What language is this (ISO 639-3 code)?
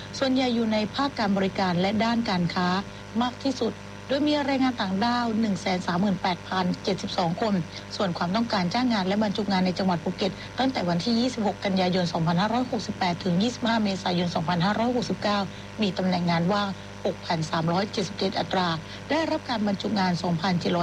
tha